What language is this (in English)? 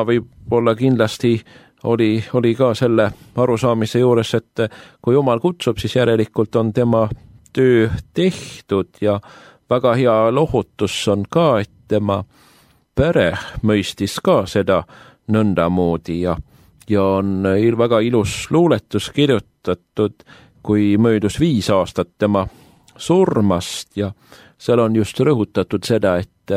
Estonian